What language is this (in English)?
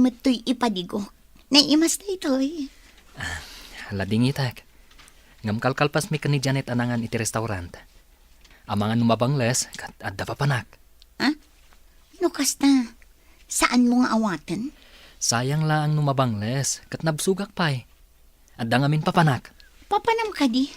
Iloko